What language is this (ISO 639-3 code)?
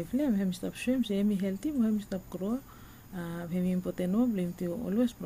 bis